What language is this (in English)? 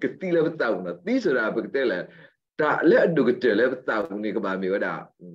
S'gaw Karen